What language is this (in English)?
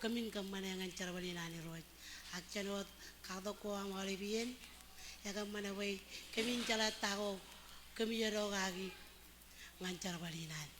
Marshallese